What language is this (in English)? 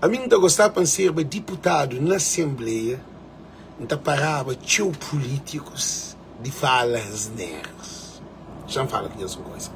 Kabuverdianu